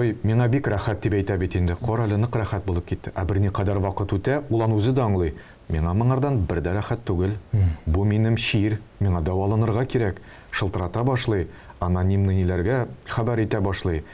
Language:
Tatar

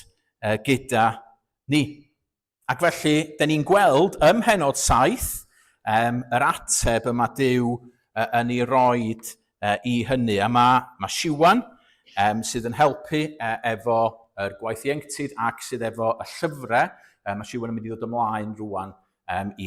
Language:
Welsh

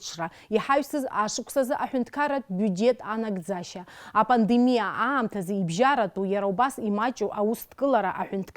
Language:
Abkhazian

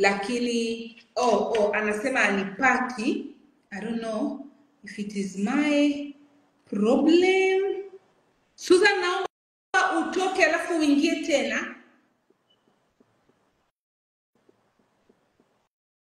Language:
Swahili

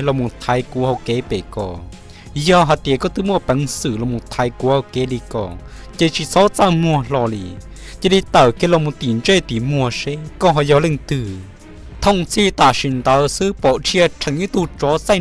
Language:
Hmong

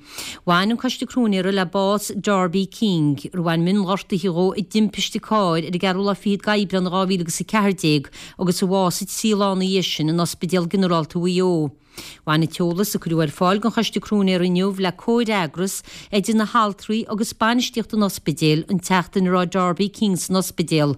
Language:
Irish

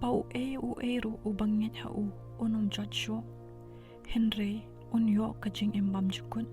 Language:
Khasi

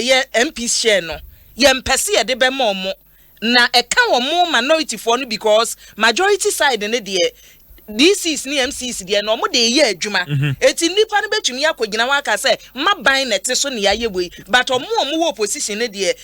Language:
Akan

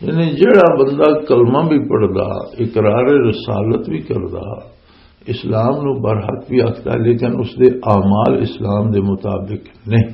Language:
Western Panjabi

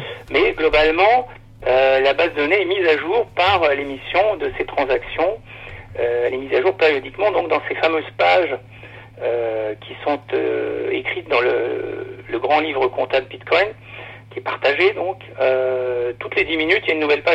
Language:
French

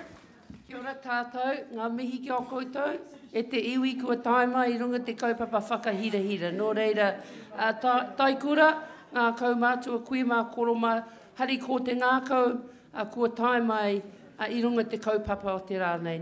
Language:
Māori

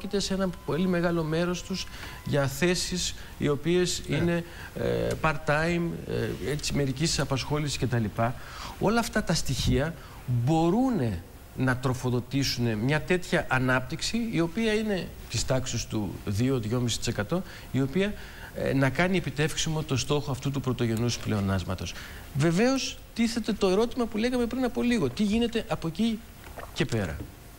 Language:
Greek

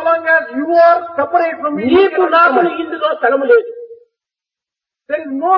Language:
Telugu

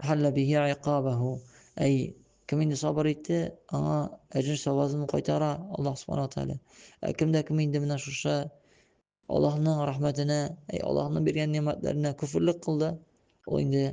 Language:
Tatar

